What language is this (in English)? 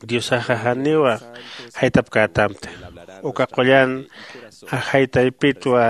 Aymara